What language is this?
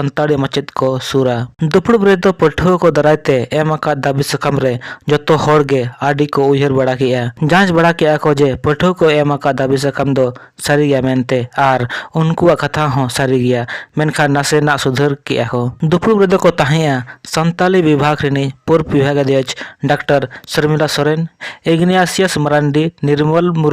Santali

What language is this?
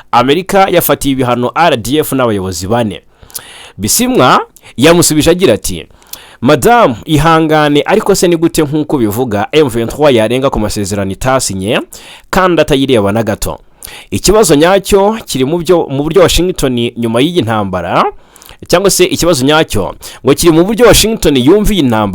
Kinyarwanda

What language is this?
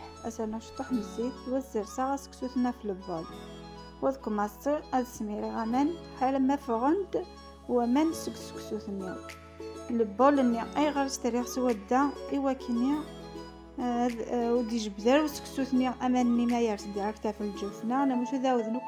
Kabyle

